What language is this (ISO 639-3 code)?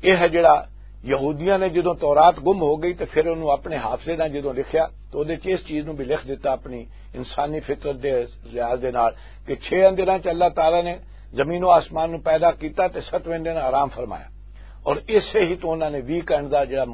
lah